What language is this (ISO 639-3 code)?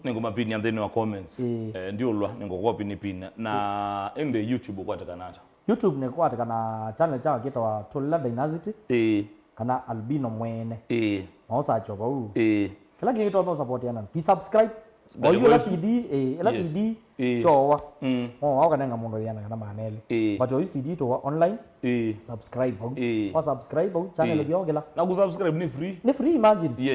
kam